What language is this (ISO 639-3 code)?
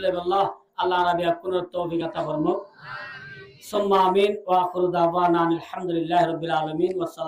rhg